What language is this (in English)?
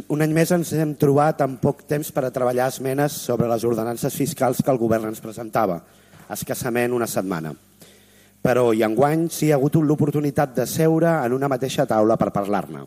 Catalan